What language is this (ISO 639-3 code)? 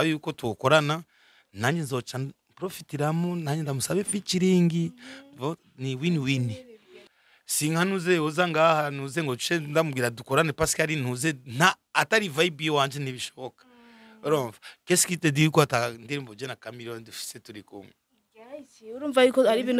run